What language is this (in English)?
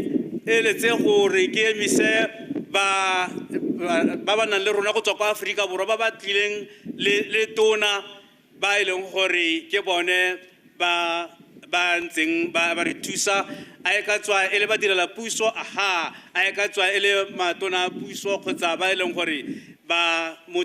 Tswana